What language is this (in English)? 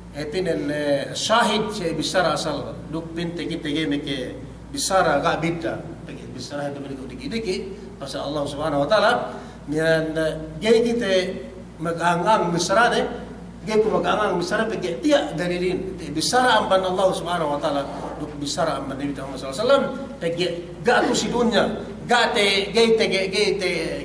Yakan